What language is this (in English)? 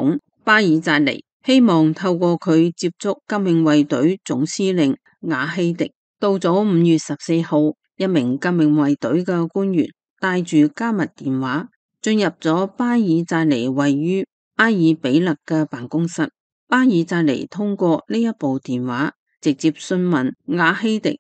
Cantonese